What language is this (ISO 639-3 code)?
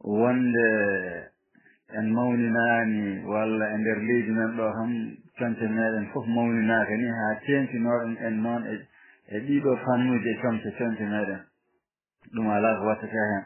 ful